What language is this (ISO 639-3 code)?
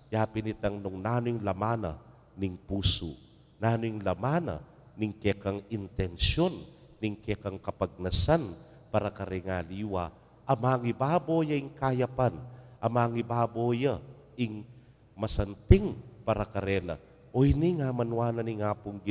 pam